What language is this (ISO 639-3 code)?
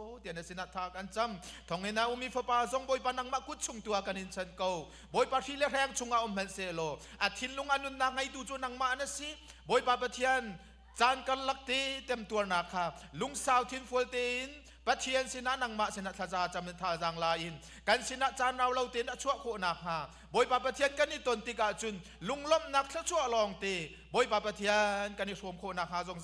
cnh